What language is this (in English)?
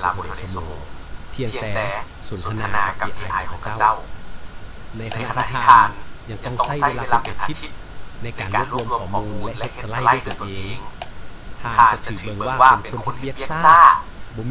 Lao